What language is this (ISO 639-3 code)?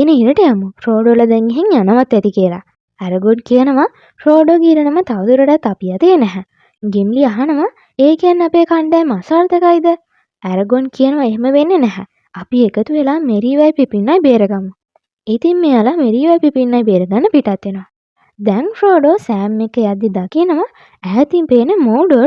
sin